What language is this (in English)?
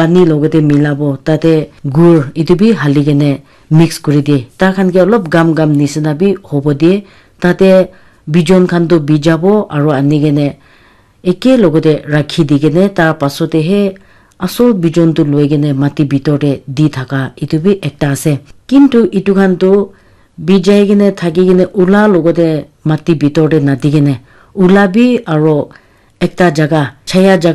Naga Pidgin